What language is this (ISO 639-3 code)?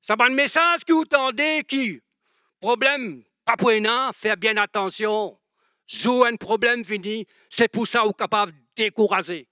mfe